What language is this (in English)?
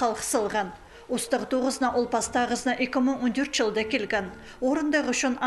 Khakas